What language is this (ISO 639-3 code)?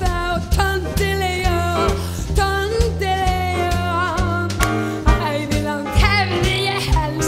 isl